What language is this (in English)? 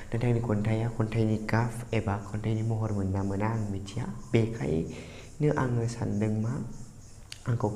Bodo